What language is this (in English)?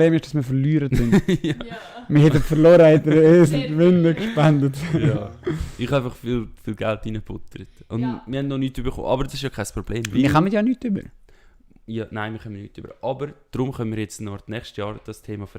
Swiss German